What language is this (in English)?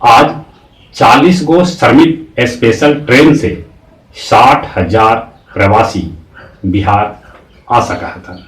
Magahi